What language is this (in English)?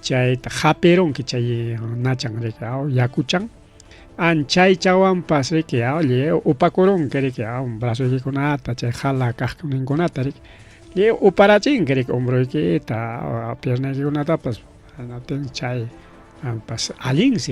Ayacucho Quechua